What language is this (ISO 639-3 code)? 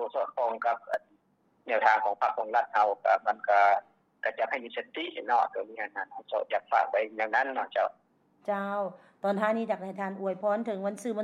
lao